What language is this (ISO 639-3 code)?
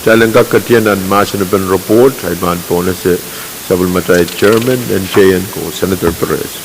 pon